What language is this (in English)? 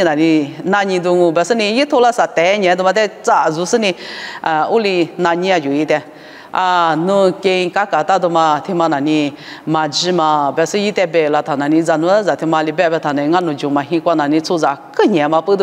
Lisu